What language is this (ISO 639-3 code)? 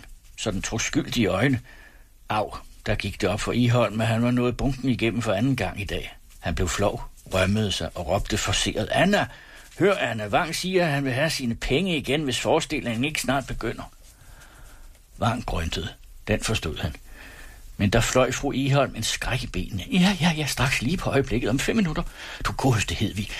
dan